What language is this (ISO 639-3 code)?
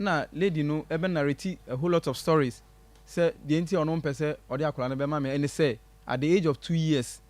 aka